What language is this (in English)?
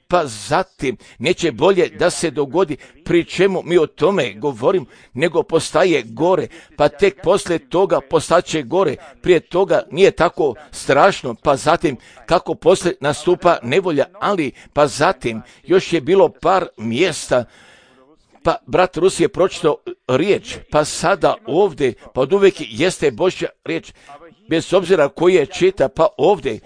Serbian